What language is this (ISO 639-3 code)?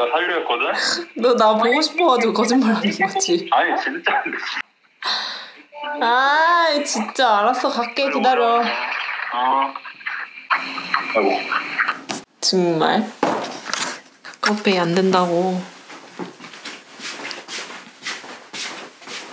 kor